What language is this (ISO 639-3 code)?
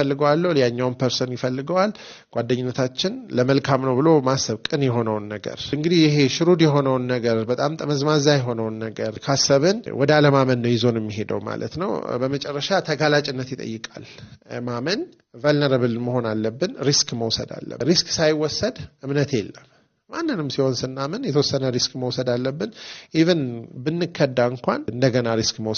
amh